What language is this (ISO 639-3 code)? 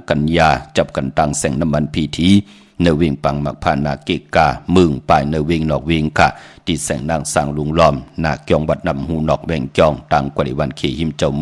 shn